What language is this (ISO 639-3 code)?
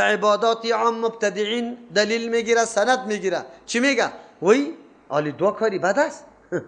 fas